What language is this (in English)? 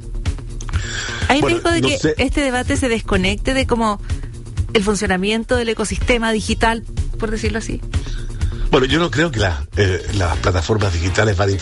Spanish